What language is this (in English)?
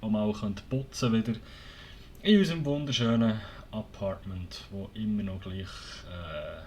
Swiss German